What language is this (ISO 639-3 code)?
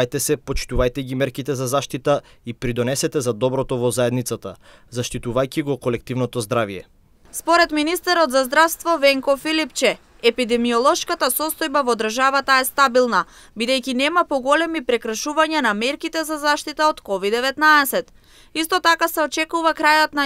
mkd